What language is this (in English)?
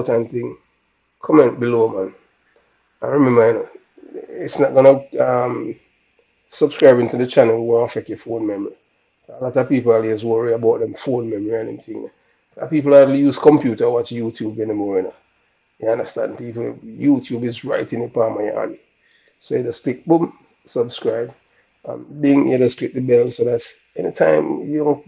Jamaican Creole English